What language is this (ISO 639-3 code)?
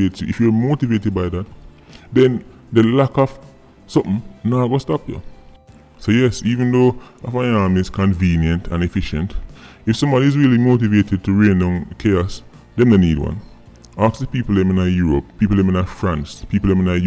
jam